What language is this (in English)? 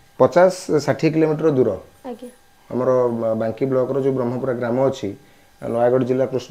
Odia